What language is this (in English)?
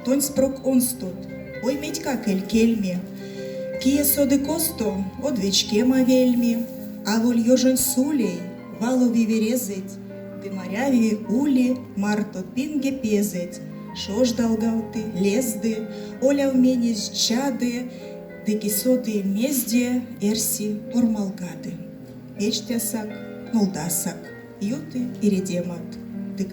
Erzya